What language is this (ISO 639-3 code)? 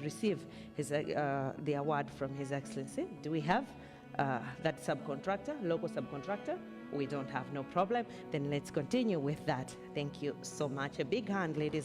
nya